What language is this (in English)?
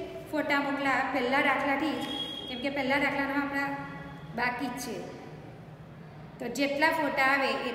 Gujarati